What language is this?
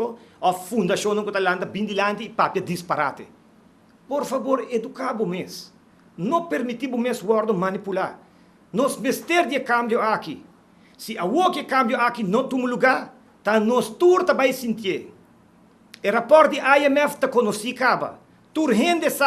Papiamento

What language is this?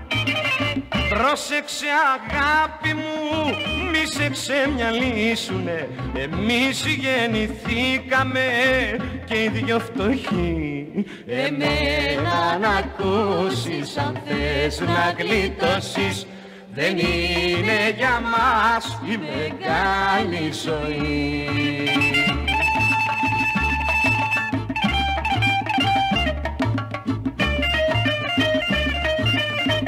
Greek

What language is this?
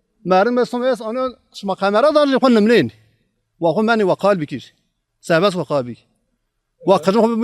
Zaza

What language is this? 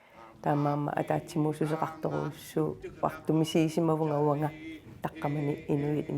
Kalaallisut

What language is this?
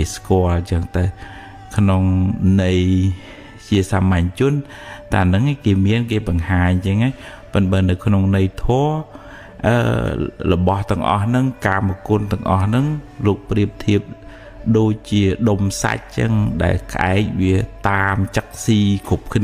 Khmer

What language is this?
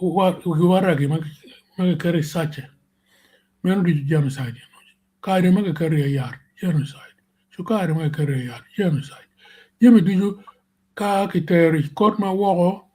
Acoli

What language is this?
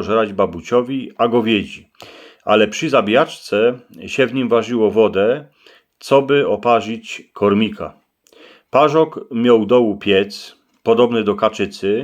Silesian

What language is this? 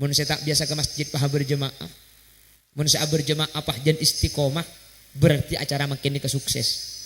Madurese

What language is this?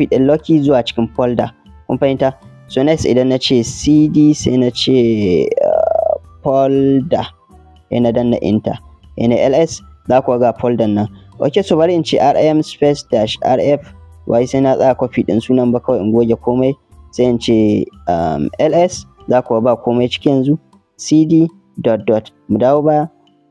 Hausa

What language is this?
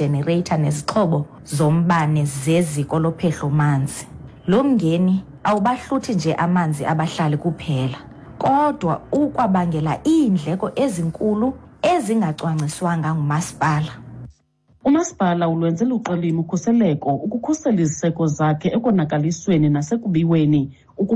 Xhosa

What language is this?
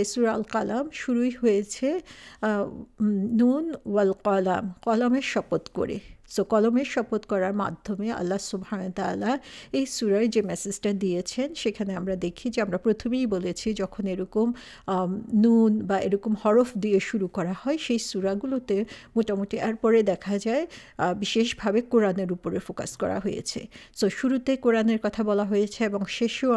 Bangla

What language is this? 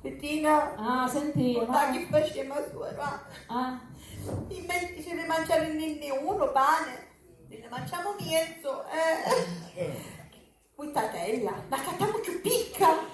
Sicilian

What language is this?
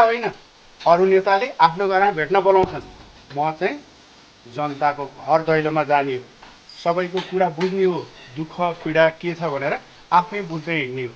Nepali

